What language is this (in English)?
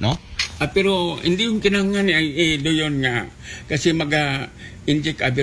Aklanon